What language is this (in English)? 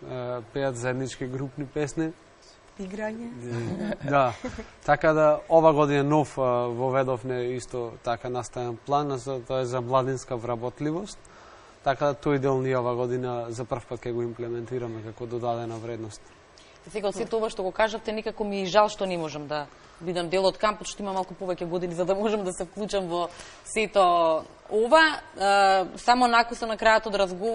Macedonian